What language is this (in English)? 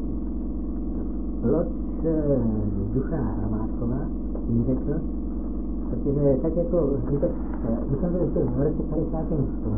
Czech